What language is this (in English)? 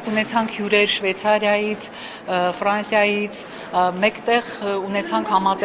Armenian